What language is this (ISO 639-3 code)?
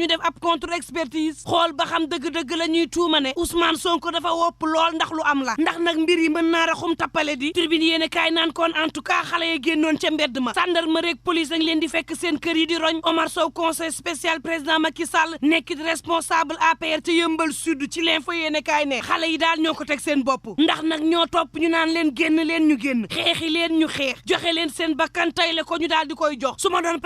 wol